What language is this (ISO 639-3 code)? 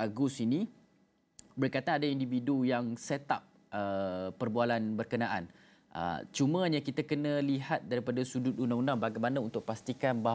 msa